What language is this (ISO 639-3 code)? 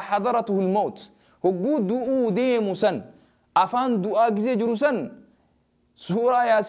orm